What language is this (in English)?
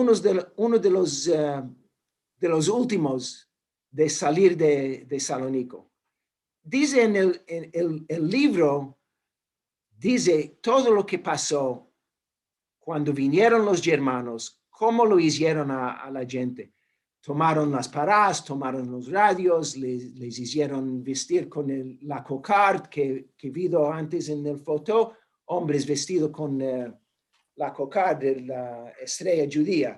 Ladino